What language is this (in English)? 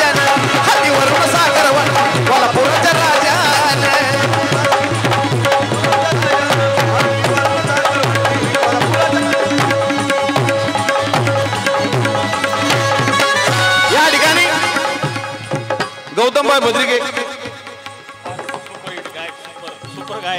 Marathi